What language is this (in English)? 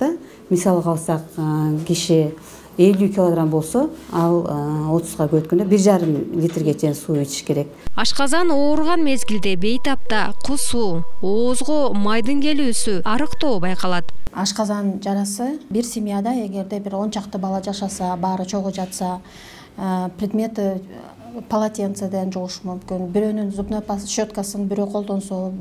Kyrgyz